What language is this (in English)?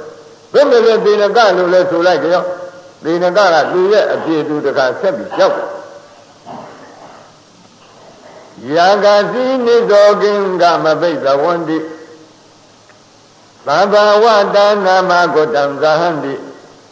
Burmese